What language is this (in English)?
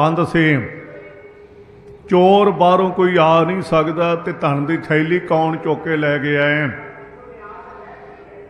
Punjabi